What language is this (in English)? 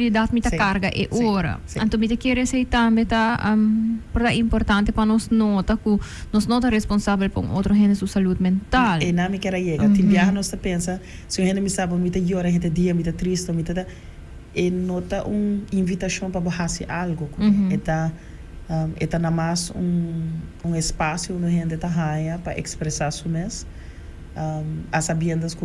Papiamento